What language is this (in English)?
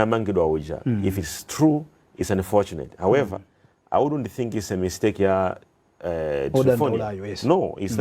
Nyanja